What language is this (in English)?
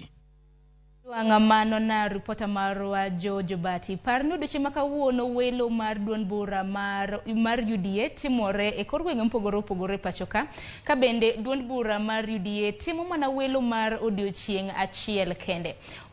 Luo (Kenya and Tanzania)